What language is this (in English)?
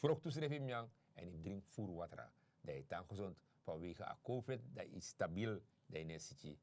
Sranan Tongo